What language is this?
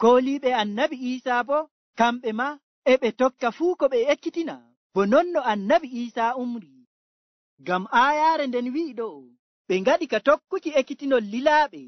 Nigerian Fulfulde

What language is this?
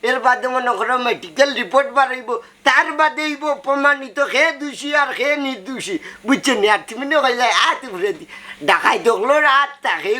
Sylheti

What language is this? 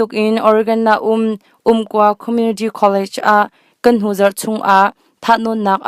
Hakha Chin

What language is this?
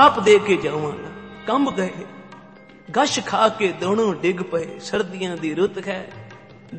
Punjabi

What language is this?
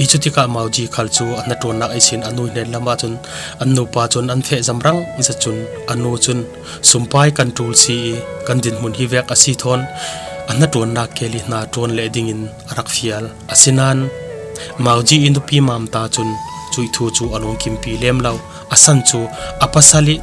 Falam Chin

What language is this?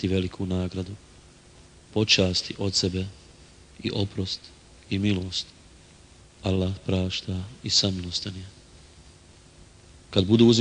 Bosnian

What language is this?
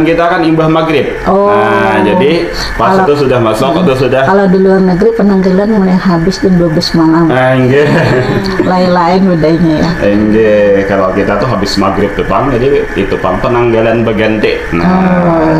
Banjar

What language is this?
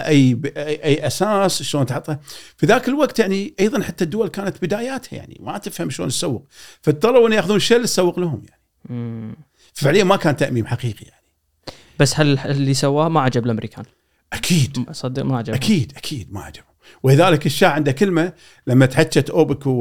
Gulf Arabic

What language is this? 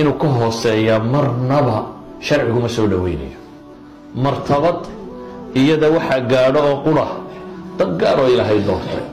Somali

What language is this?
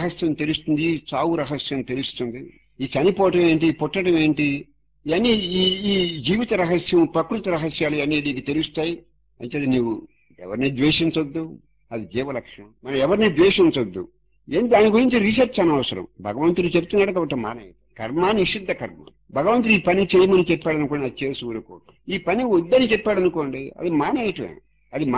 Telugu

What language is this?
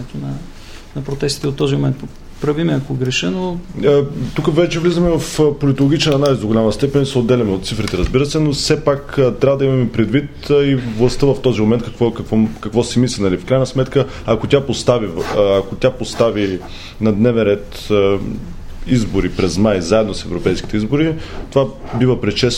Bulgarian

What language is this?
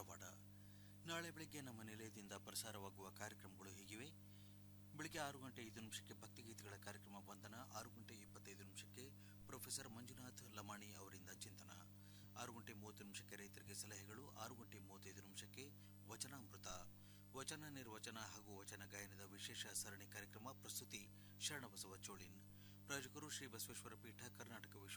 Kannada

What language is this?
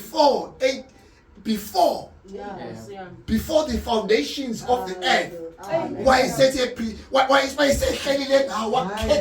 Zulu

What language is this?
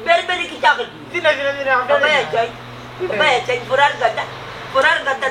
Sylheti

